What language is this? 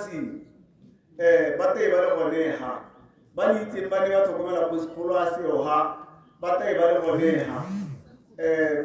Tswana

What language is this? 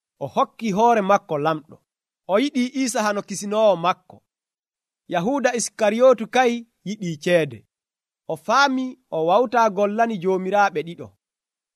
Nigerian Fulfulde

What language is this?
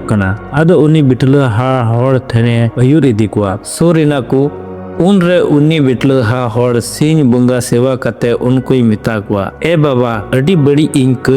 Santali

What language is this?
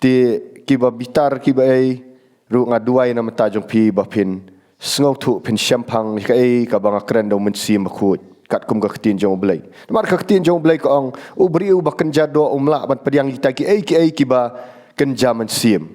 Khasi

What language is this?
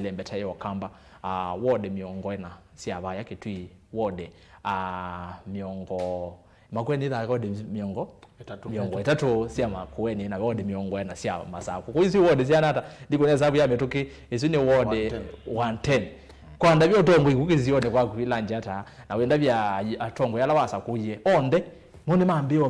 Kamba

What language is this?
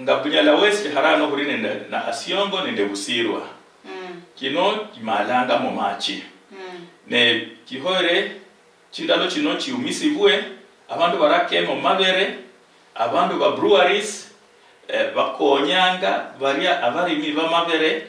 Luyia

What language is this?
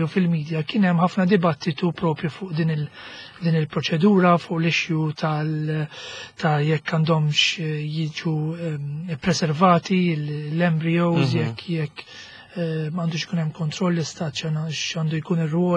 Maltese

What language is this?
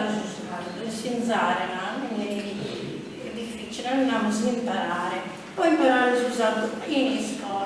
Sardinian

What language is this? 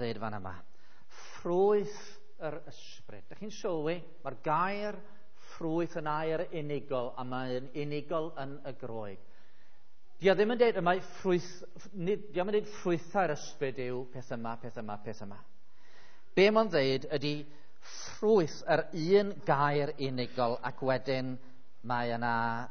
Welsh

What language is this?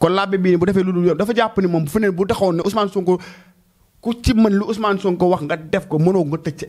Wolof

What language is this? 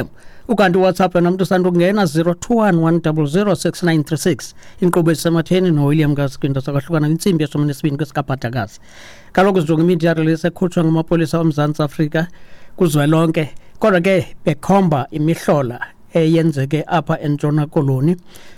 Xhosa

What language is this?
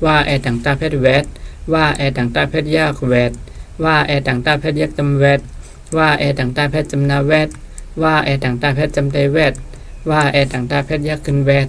Shan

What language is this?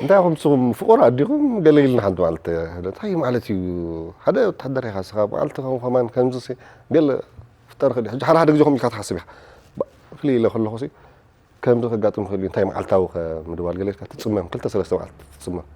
Tigrinya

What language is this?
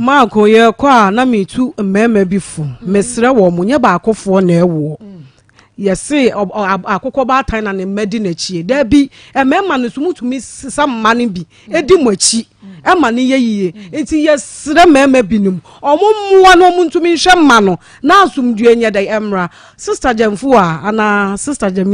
Akan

